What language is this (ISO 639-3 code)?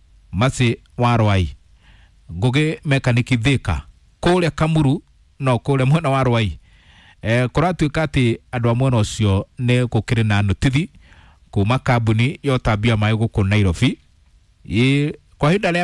kik